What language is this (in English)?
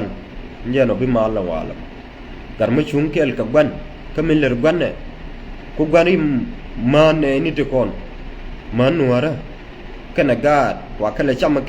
Nuer